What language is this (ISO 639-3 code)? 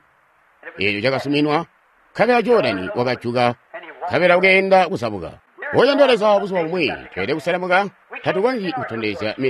toi